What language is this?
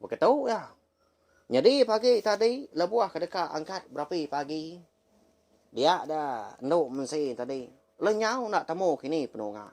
Iban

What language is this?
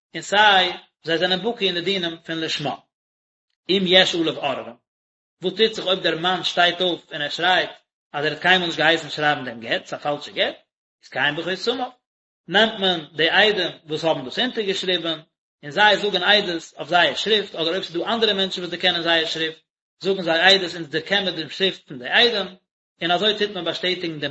Yiddish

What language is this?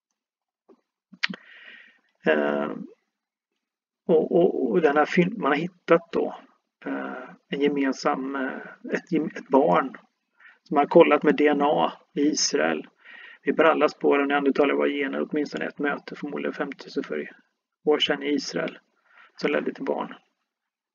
Swedish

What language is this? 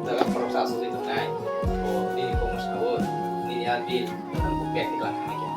Kok Borok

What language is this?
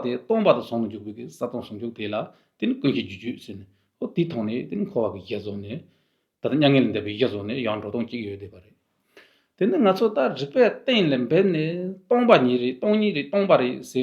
Tibetan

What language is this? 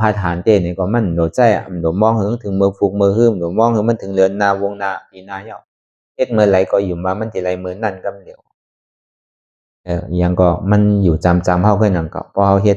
Shan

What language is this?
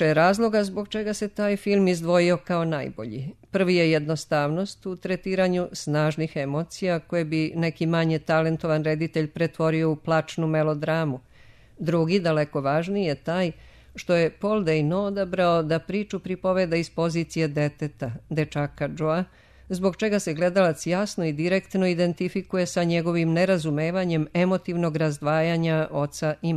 Serbian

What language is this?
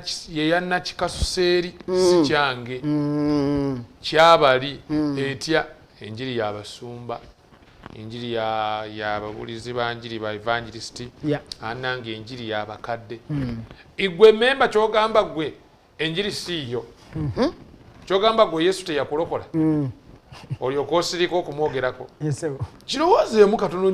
Ganda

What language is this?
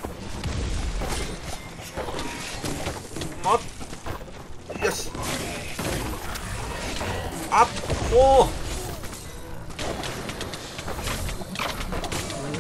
Japanese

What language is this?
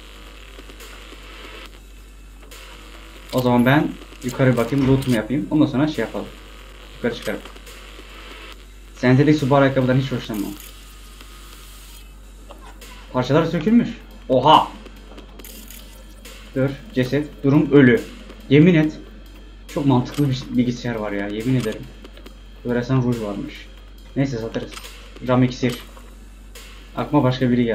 Turkish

